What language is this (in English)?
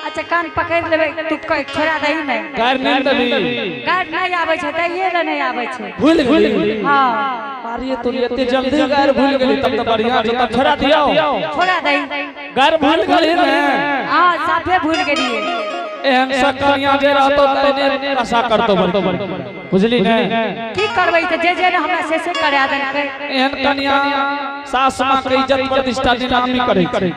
Angika